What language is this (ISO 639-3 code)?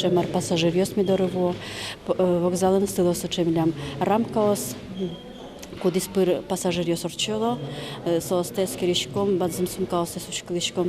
udm